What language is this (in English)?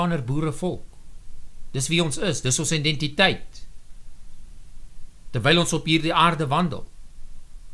Afrikaans